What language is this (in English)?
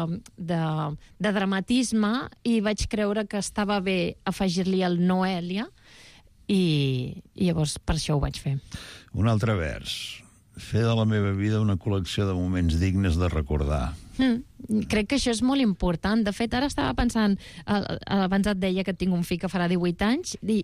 Catalan